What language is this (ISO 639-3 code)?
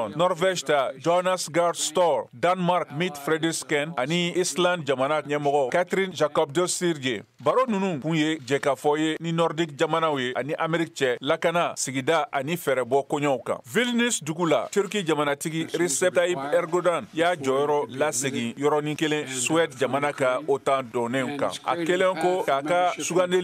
bam